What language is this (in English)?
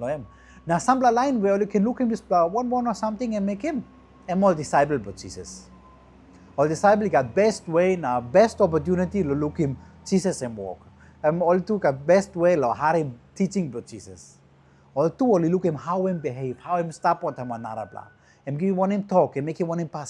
Tok Pisin